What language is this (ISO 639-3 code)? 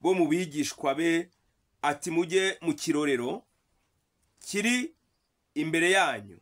kin